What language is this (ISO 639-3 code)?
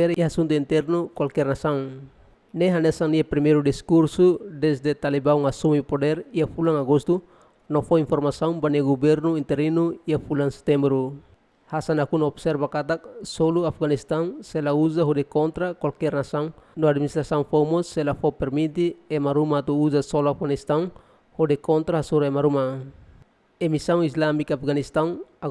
tet